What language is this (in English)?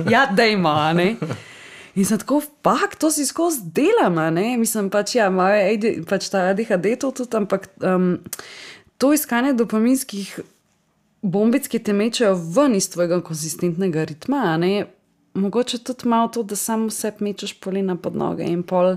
Slovenian